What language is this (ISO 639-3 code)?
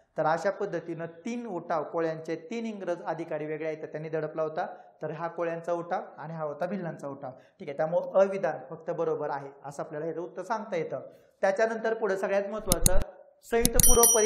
mar